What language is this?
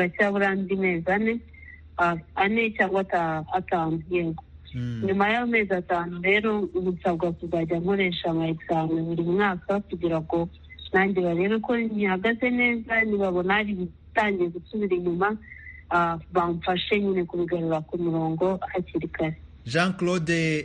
Kinyarwanda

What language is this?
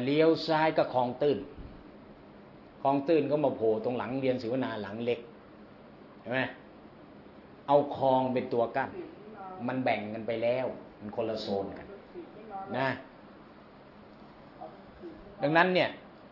Thai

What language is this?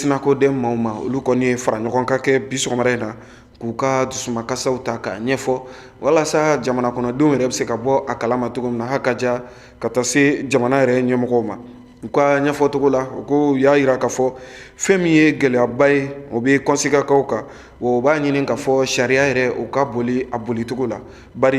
Bambara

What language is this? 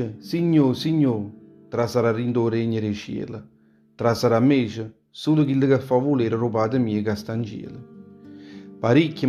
Neapolitan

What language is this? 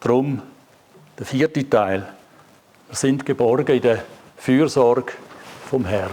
Swiss German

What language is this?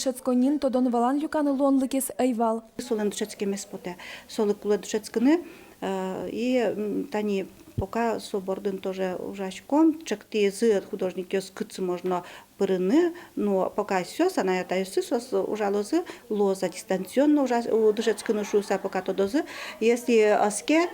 Udmurt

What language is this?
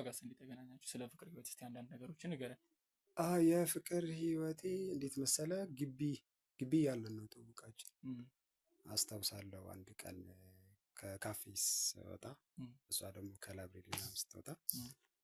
Amharic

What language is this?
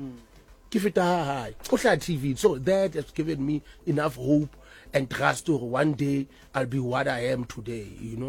Southern Sotho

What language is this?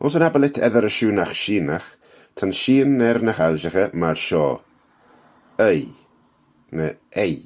Manx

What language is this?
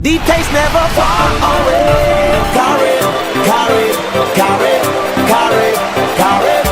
Papiamento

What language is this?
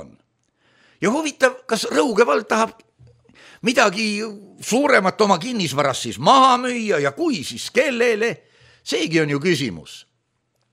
Estonian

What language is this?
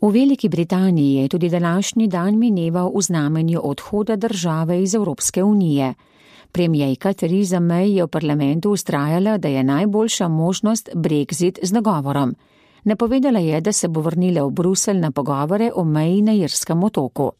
Slovenian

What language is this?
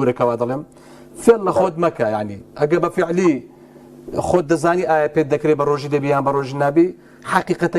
Central Kurdish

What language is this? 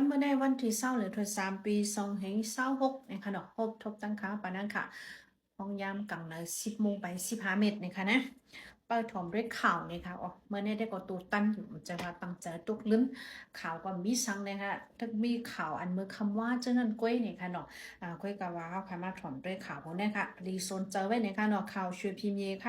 Shan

